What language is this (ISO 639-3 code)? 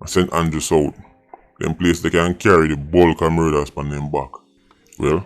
jam